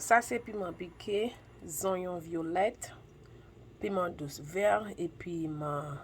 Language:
Haitian Creole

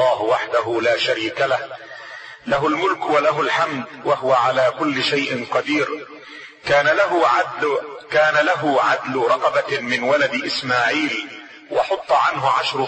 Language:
Arabic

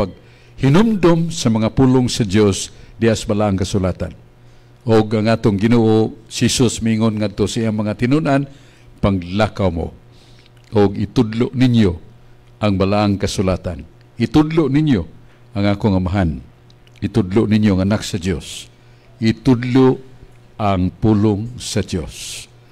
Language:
Cebuano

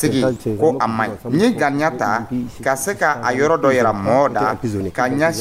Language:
Dyula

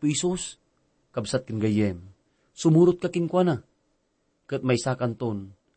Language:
Iloko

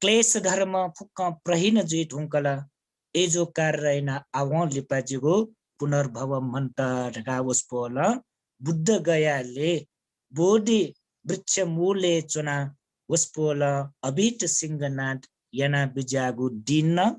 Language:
Newari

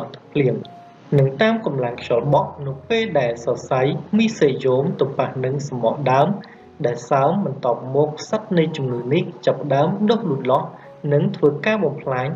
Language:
Khmer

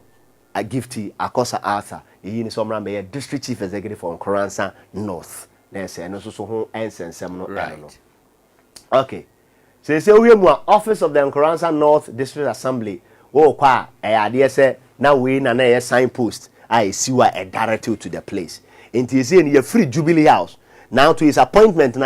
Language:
Akan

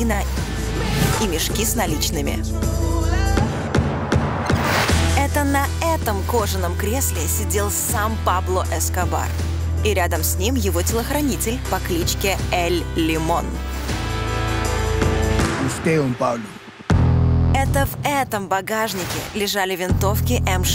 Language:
Russian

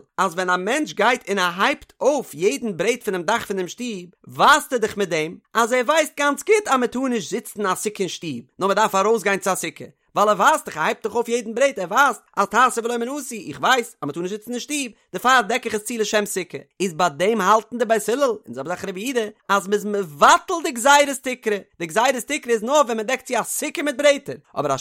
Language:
Yiddish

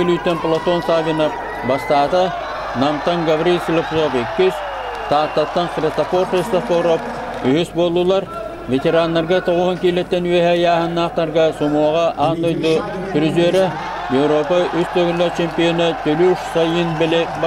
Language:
Yakut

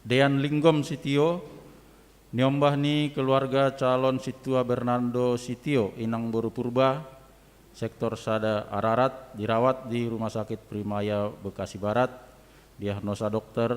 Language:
Batak Simalungun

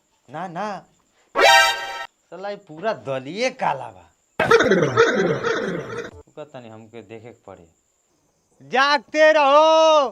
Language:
Bhojpuri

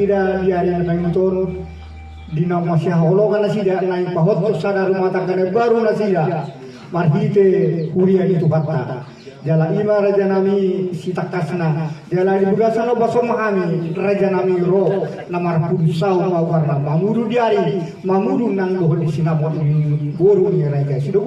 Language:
Batak Toba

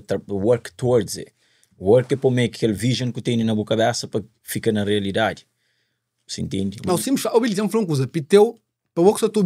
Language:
Kabuverdianu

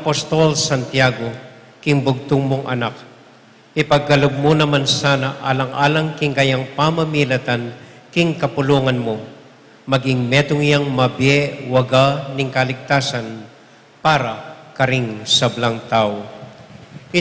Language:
Pampanga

